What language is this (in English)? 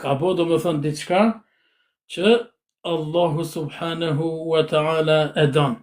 Albanian